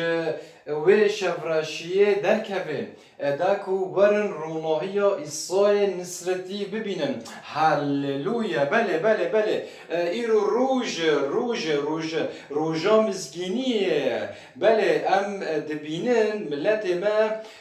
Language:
Kurdish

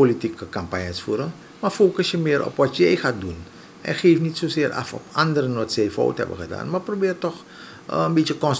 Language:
Dutch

